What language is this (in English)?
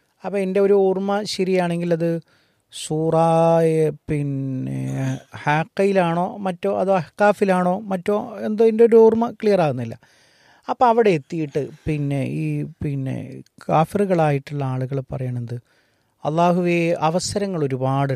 Malayalam